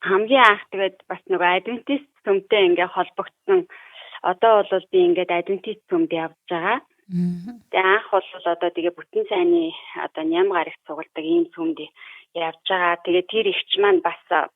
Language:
Mongolian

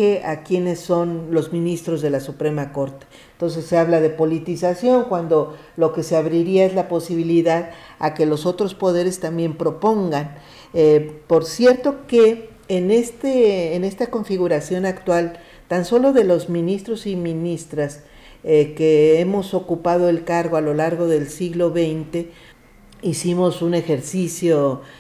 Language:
Spanish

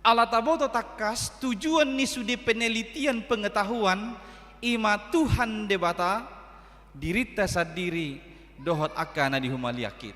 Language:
Batak Toba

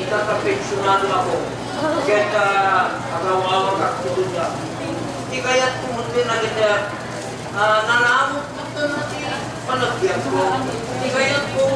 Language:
Iloko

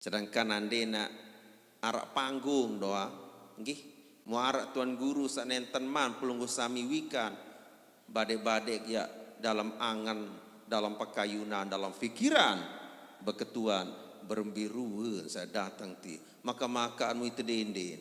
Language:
Sasak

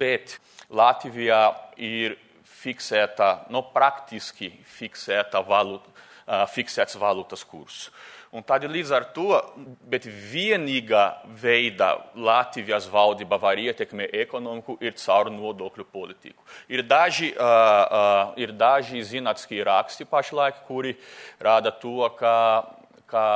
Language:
Latvian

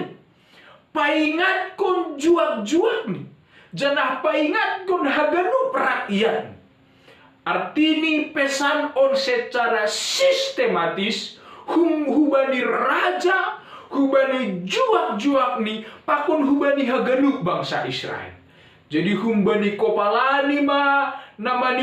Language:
Batak Simalungun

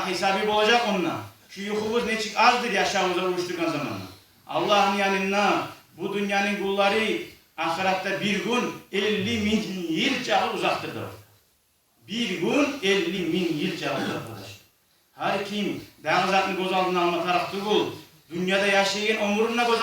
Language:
Kumyk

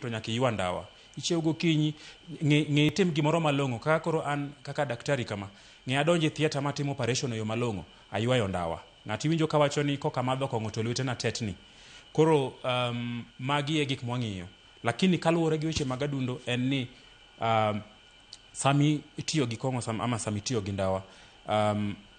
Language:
Luo (Kenya and Tanzania)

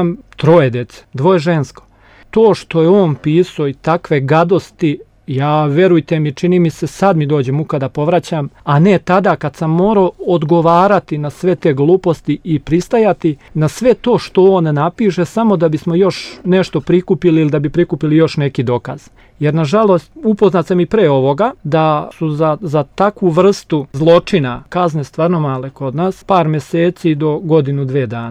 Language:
Serbian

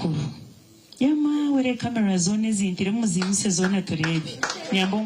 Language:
Nyankole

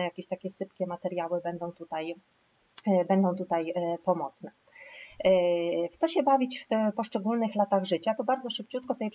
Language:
Polish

